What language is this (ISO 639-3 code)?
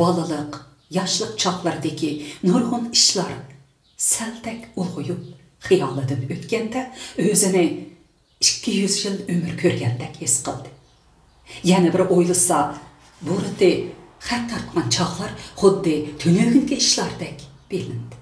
uig